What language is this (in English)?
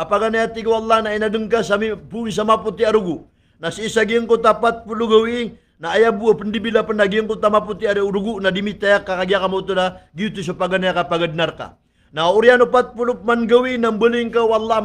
Maranao